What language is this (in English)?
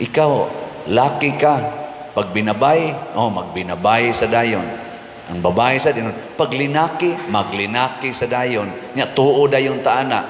Cebuano